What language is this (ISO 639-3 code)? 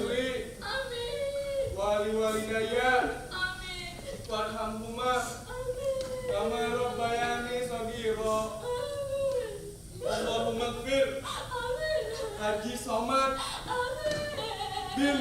bew